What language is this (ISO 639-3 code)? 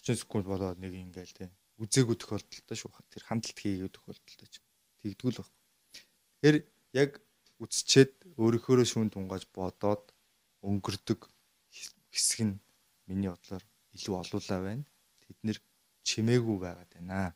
mon